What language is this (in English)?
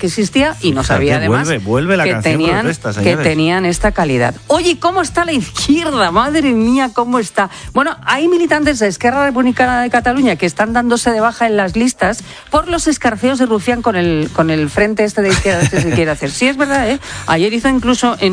Spanish